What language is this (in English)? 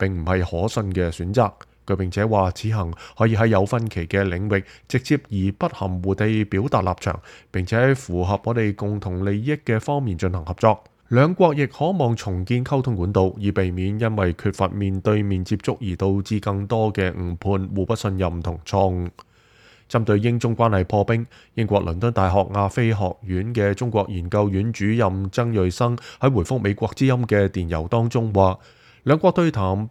Cantonese